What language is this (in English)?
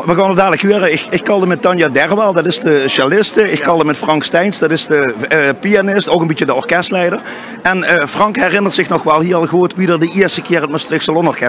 Limburgish